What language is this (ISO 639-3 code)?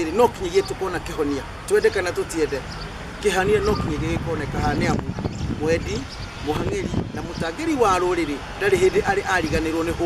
kik